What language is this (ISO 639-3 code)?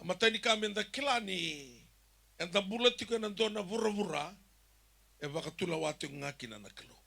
fij